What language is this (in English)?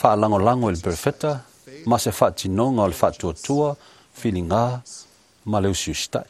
Samoan